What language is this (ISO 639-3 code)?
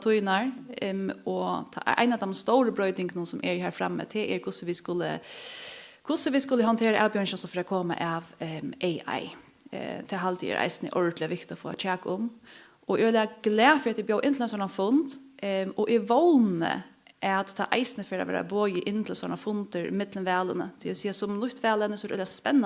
fao